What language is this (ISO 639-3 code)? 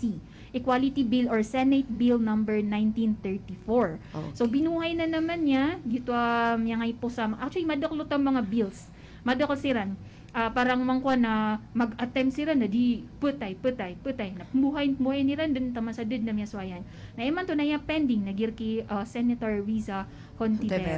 mrw